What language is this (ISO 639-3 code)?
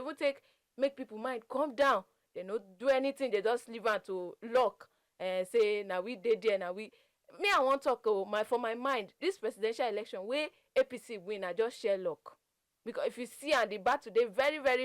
pcm